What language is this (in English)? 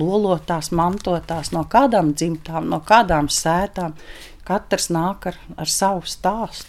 Latvian